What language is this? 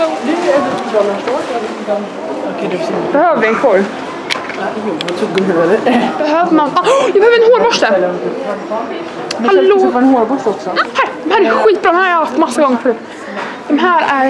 Swedish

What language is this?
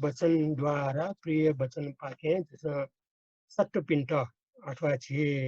Newari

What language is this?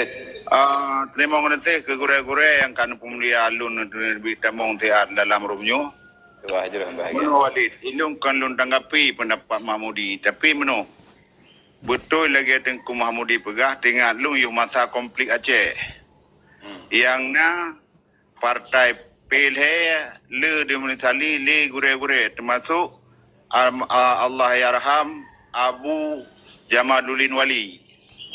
Achinese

